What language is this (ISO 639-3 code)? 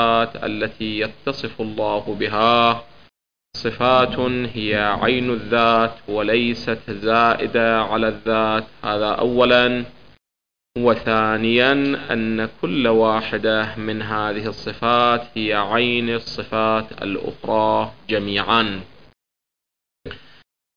ara